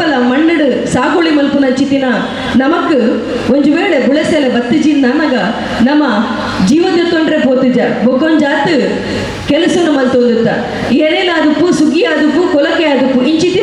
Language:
Tulu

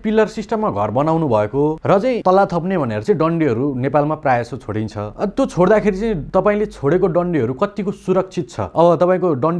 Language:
Nepali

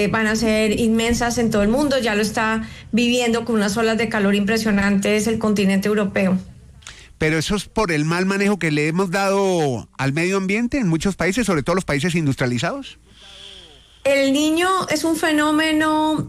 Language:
Spanish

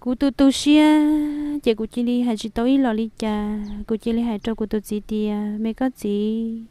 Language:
Hmong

